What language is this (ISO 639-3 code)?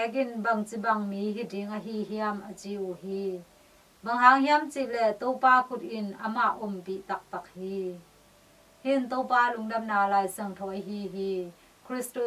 ctd